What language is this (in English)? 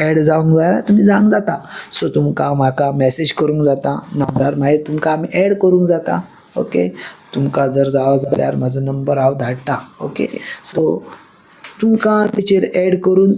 Konkani